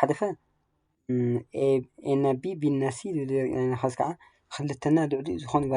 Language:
Tigrinya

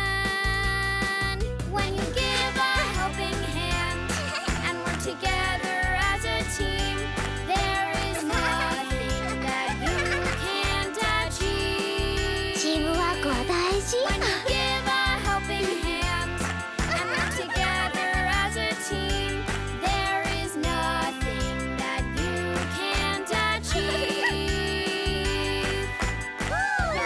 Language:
Japanese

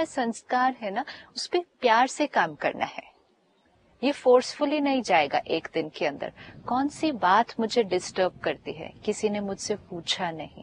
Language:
Hindi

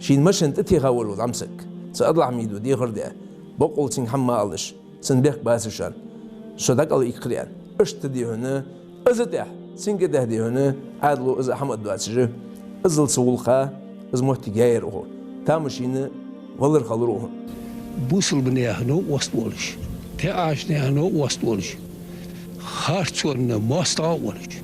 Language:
Ingush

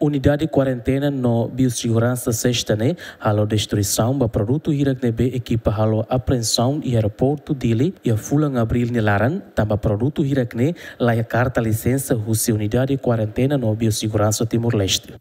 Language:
Tetum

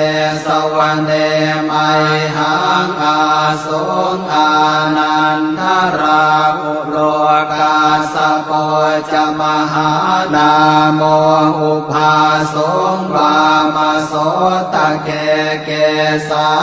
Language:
Pali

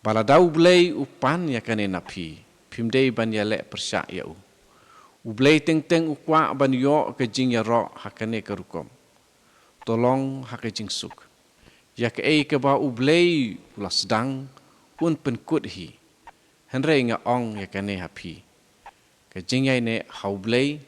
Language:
Khasi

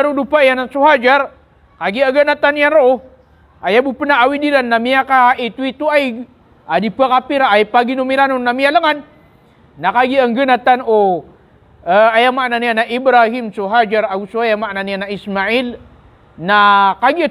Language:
Maranao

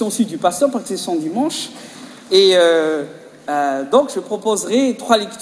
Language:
French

